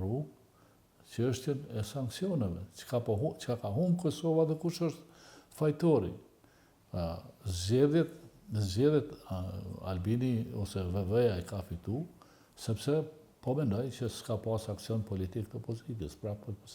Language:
Albanian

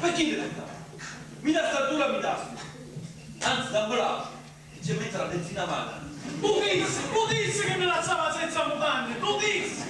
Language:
Sicilian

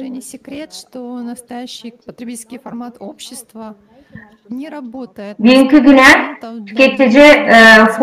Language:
Gagauz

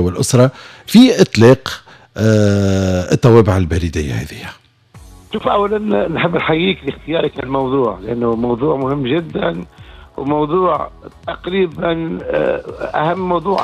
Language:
Tunisian Arabic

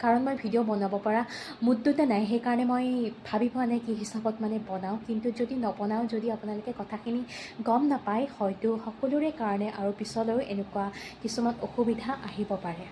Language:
Assamese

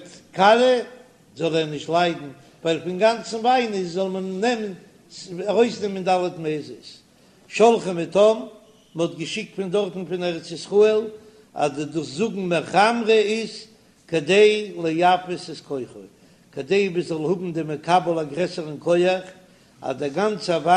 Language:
Yiddish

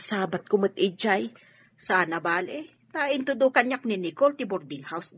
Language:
Iloko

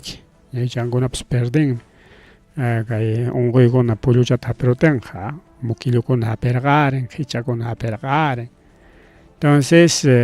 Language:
Ayacucho Quechua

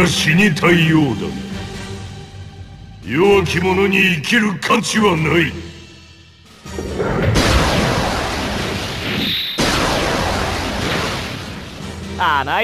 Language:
Japanese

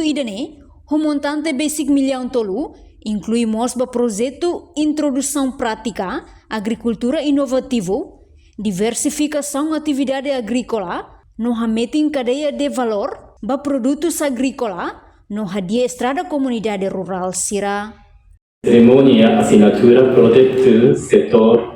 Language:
Tetum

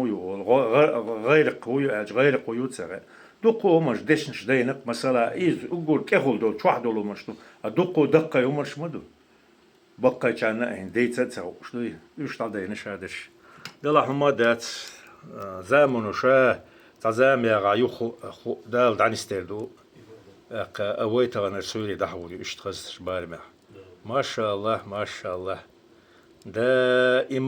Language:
Chechen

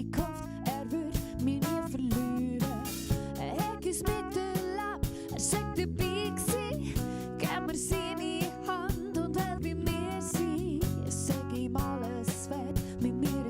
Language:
Swiss German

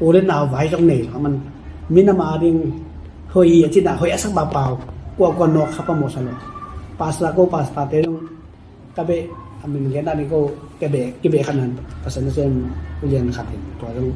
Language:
Tedim Chin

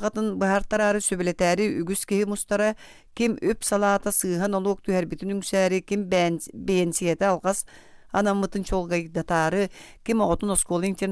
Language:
Yakut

